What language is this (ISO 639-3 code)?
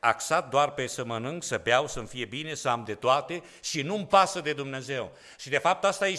ron